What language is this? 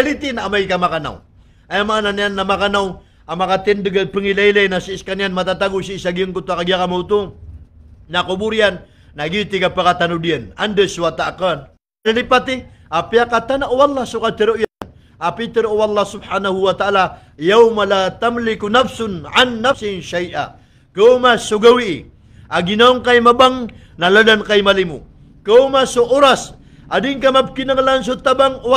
Maranao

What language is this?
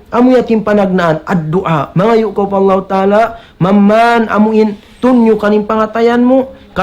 Tausug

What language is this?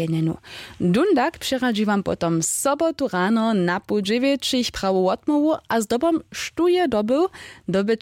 Upper Sorbian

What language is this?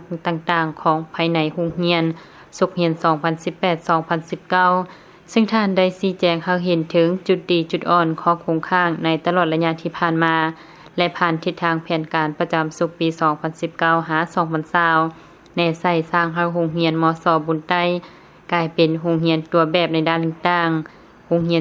Lao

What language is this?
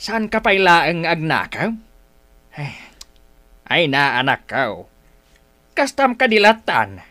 Iloko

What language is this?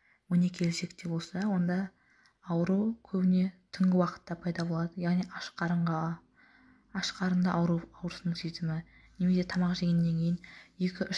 Kazakh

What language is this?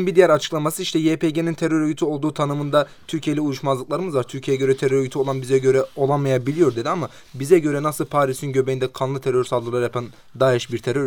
Turkish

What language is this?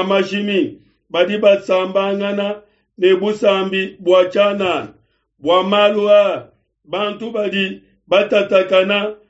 Luba-Lulua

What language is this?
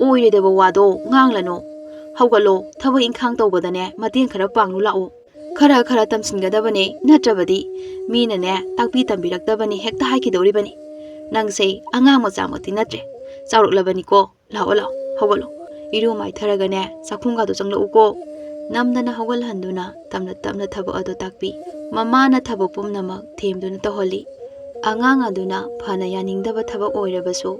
Manipuri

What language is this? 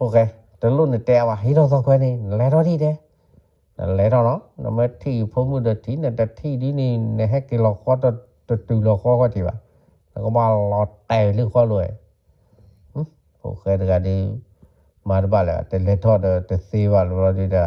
S'gaw Karen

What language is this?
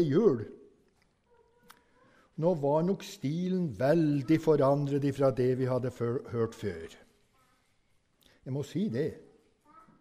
Norwegian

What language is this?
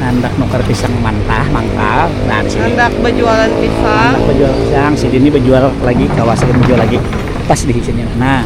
Banjar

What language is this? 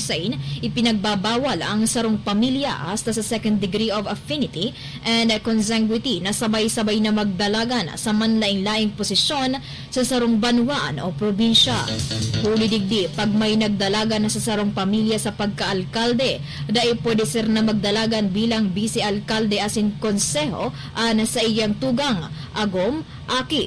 Bikol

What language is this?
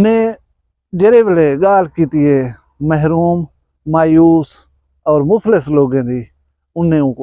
Saraiki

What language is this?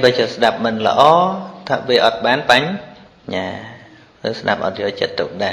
Khmer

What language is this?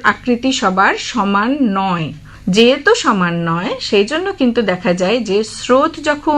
Bangla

